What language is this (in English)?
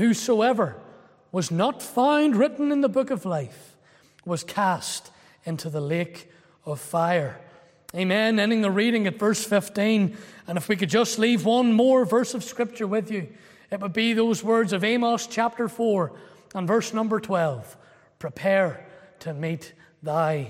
English